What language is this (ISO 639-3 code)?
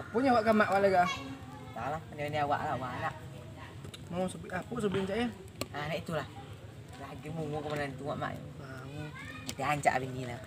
min